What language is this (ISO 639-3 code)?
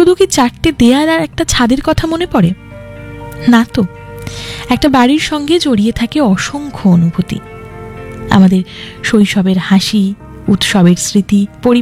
ben